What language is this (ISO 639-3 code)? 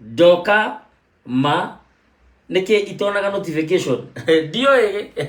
kik